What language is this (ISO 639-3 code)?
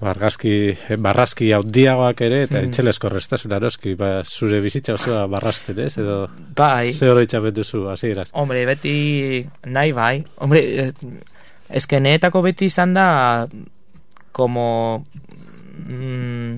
eus